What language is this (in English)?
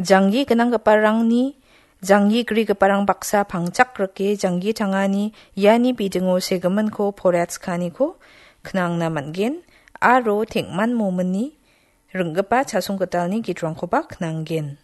Garo